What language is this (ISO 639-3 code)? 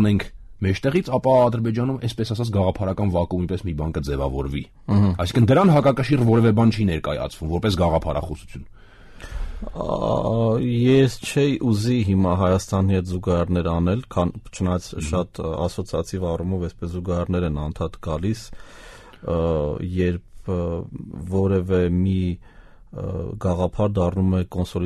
hye